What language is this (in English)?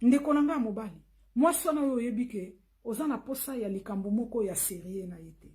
Lingala